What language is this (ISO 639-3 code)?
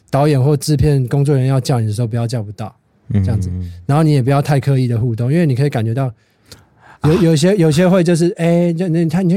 zho